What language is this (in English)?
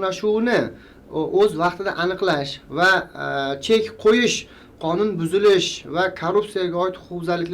Uzbek